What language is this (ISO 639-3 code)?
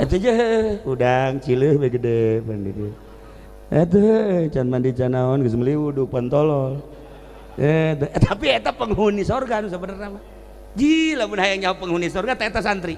sun